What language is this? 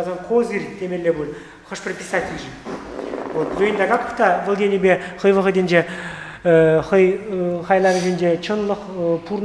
Chuvash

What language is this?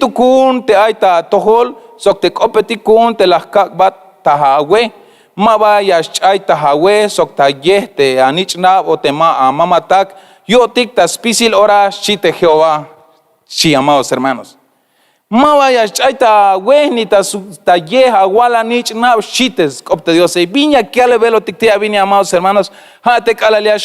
Tzeltal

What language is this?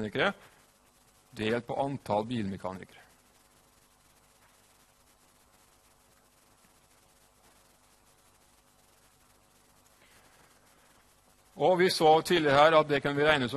Norwegian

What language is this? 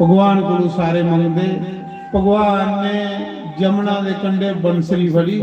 Dogri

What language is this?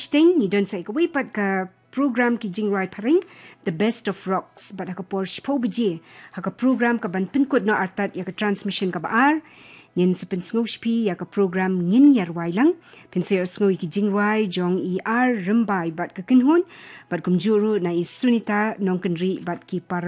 Khasi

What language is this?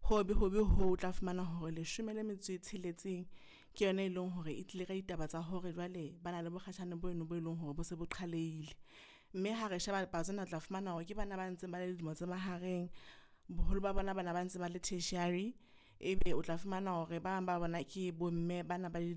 Southern Sotho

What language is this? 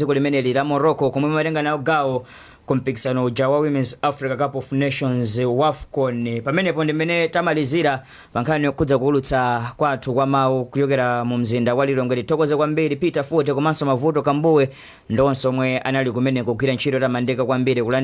Nyanja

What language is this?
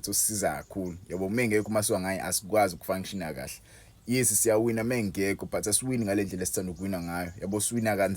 Zulu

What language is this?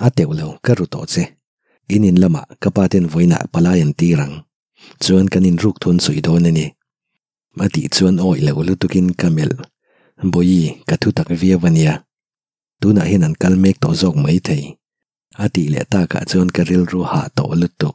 Mizo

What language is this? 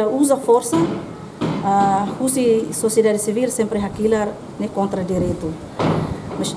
Tetum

